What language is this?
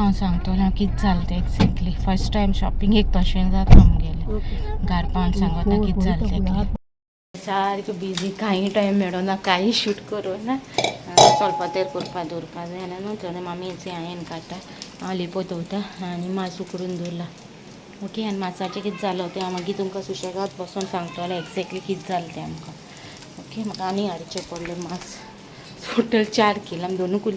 Konkani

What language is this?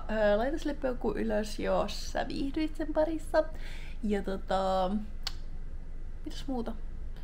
Finnish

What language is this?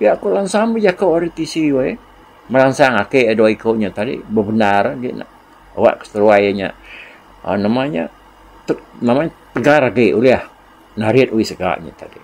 Iban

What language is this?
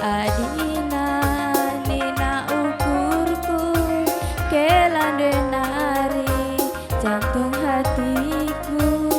Batak Karo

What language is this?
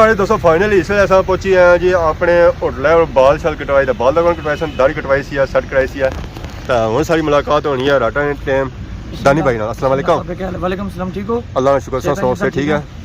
Pahari-Potwari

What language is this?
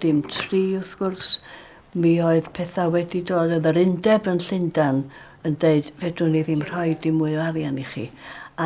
Welsh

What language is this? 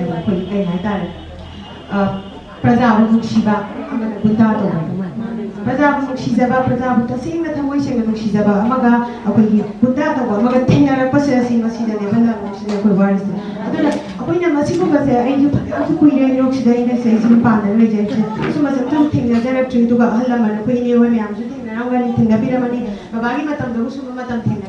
Manipuri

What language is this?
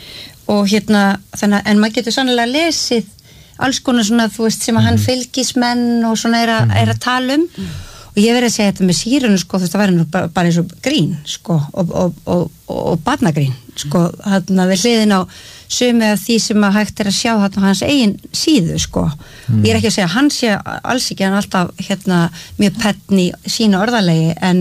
Icelandic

